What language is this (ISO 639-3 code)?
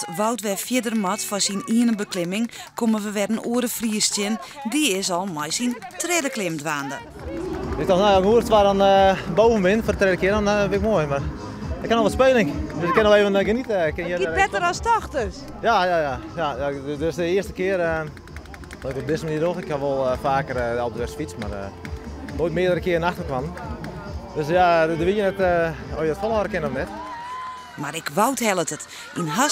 fry